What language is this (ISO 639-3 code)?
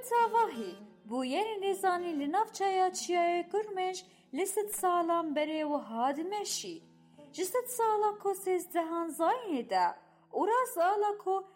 kur